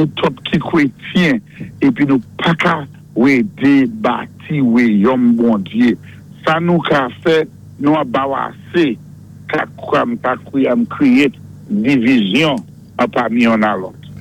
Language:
Saint Lucian Creole French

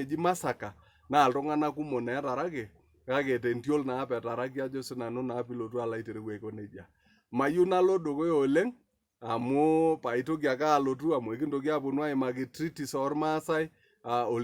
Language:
Masai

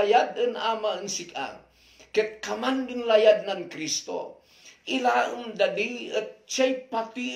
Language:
Kankanaey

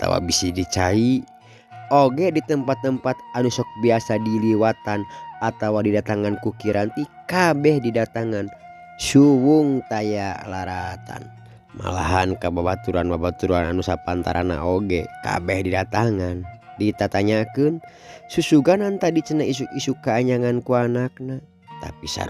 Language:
Sundanese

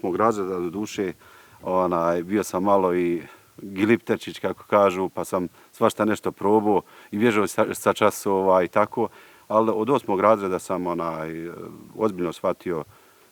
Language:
Bosnian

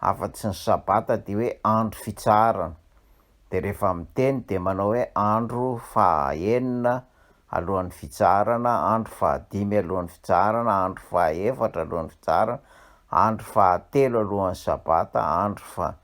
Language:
Malagasy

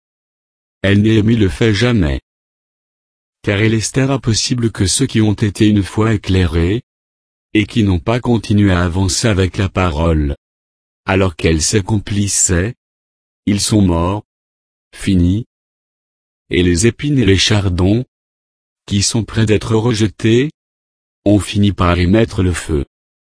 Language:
French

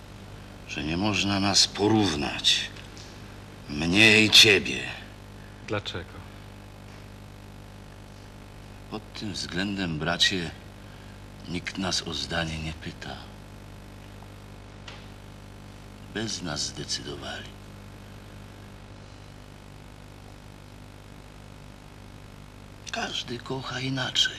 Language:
Polish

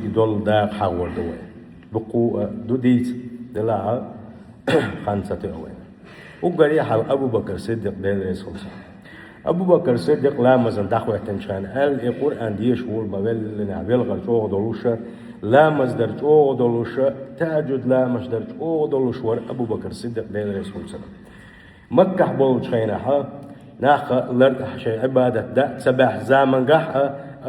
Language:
Chechen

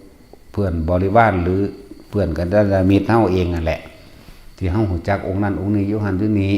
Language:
Northeastern Thai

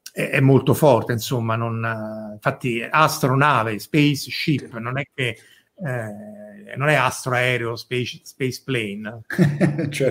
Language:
Italian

